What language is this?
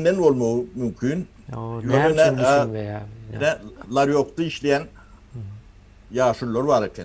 Turkmen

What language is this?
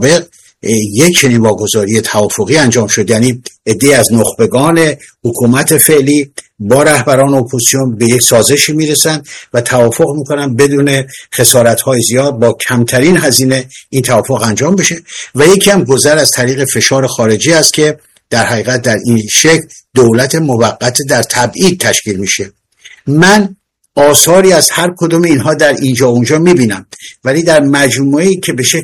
Persian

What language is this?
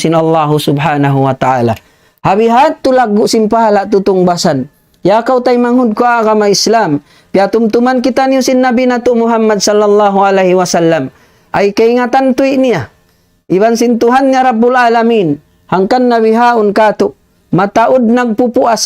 Tausug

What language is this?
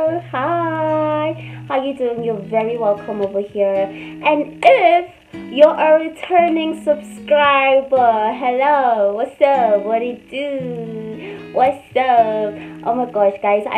English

